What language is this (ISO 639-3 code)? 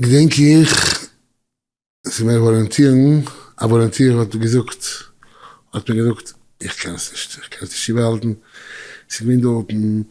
yid